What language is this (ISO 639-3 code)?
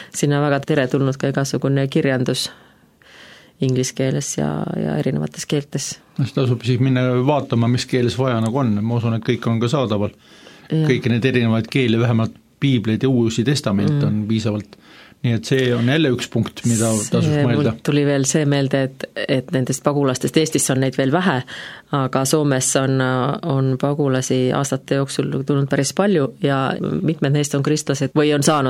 est